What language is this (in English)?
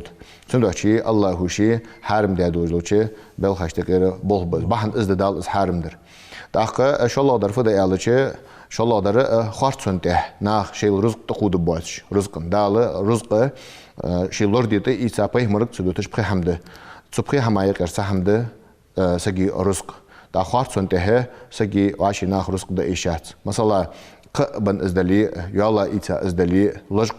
Ingush